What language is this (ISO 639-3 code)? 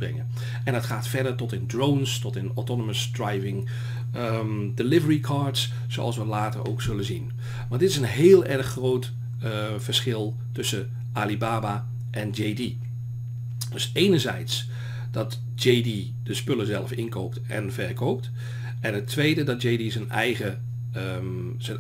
nld